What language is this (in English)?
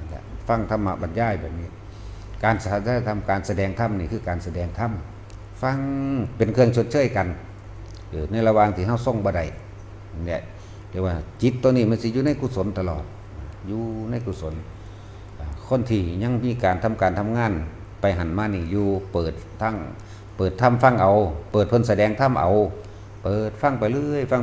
Northeastern Thai